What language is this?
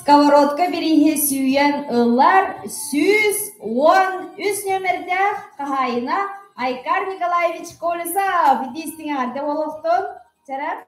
Yakut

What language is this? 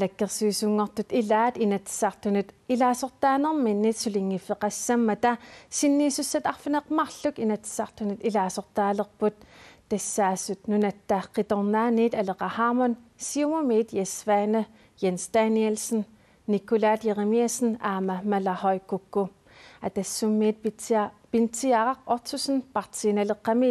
Kalaallisut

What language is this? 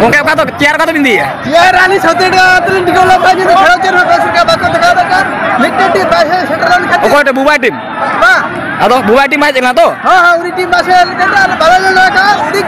Santali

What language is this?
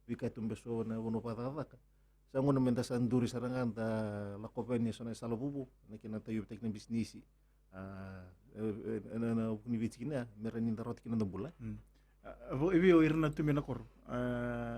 Fijian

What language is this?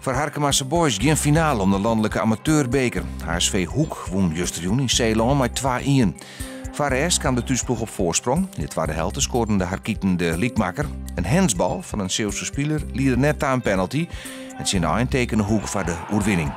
Western Frisian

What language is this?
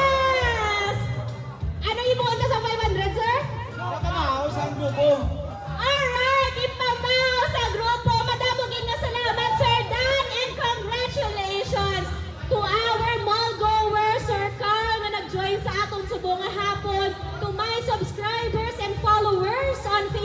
Hiligaynon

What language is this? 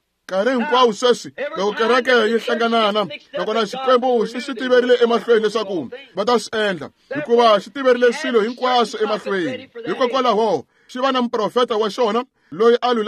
Tsonga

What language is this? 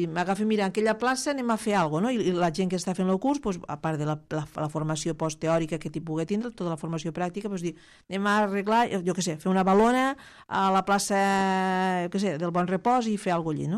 Catalan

